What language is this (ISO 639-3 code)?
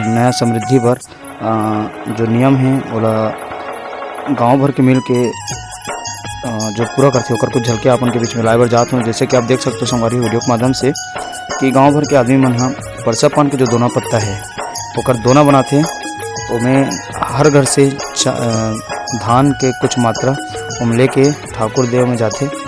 hne